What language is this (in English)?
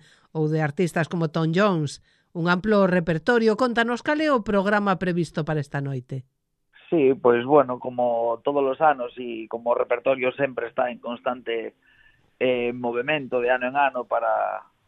Galician